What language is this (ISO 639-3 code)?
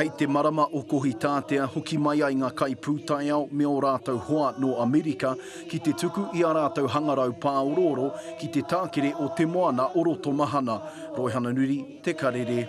mri